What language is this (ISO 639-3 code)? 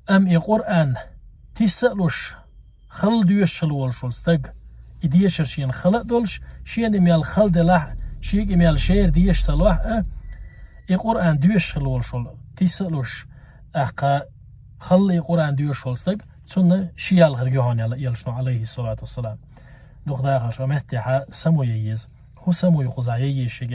che